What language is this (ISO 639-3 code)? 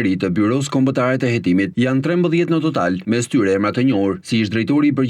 sqi